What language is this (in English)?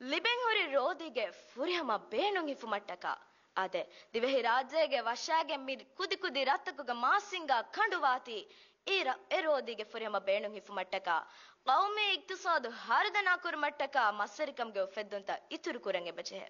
Divehi